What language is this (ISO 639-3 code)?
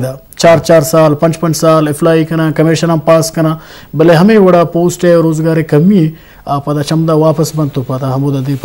bgp